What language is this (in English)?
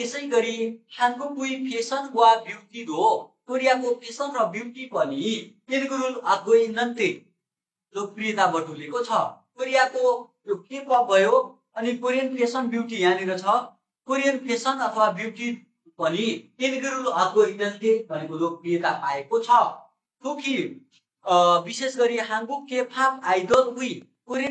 Nepali